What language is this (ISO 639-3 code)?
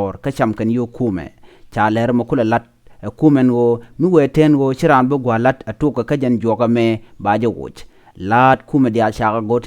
nus